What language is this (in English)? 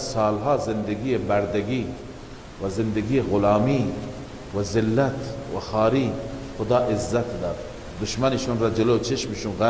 Persian